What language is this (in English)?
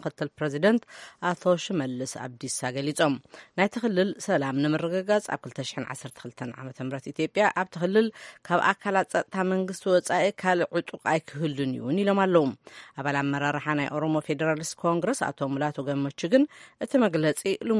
Tigrinya